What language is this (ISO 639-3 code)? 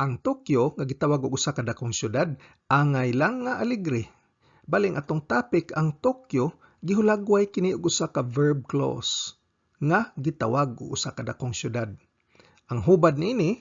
ceb